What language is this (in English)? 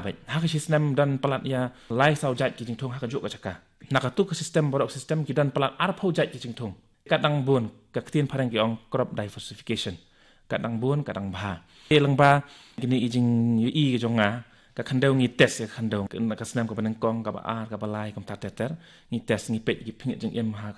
Khasi